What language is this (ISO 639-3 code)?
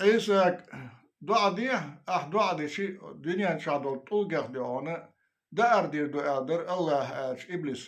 che